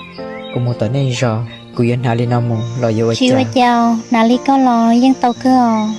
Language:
Hmong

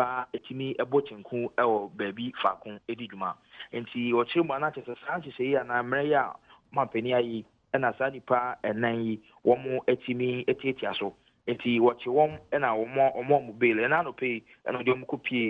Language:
Akan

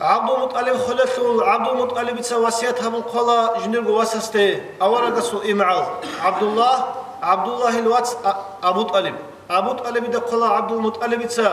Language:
Avaric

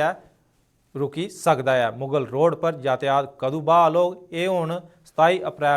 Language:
Dogri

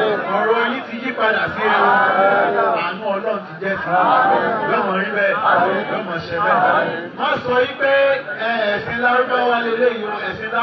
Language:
Yoruba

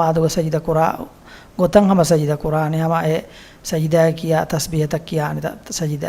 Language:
Divehi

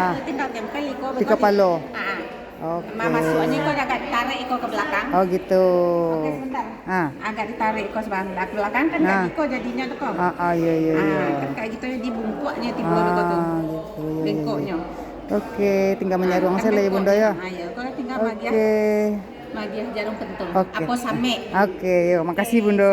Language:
Minangkabau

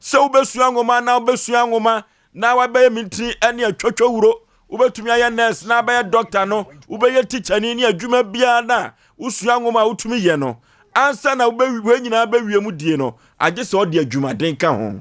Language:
Akan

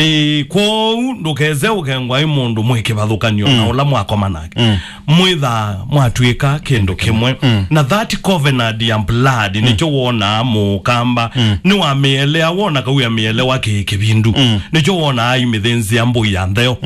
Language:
Kamba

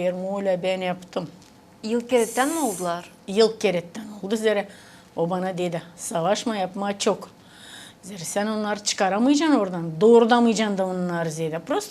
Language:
Gagauz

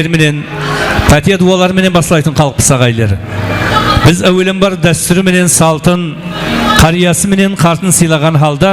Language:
Kara-Kalpak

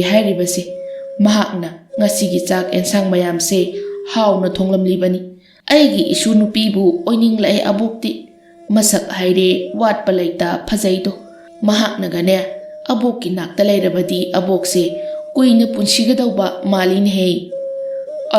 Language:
Manipuri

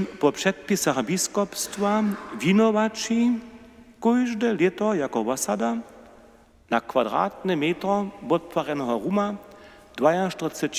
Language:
Upper Sorbian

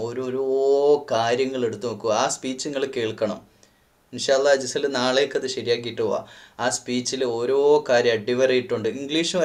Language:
Malayalam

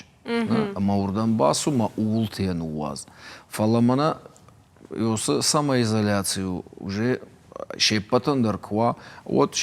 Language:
Ossetic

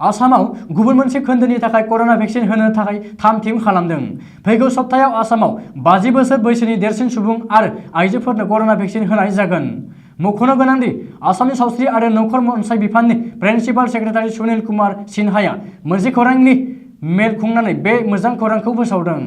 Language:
Bodo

